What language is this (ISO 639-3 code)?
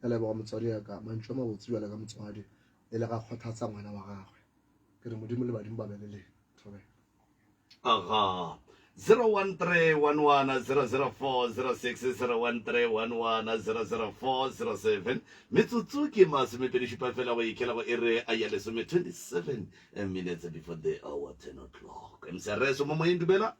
nso